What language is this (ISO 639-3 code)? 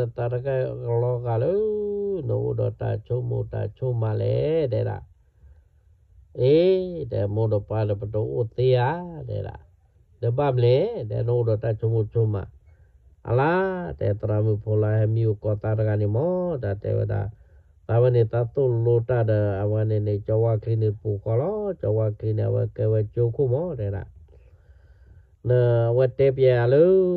ksw